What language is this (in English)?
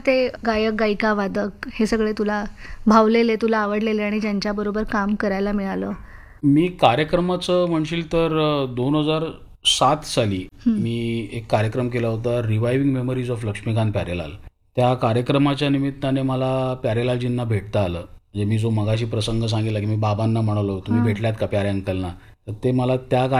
Marathi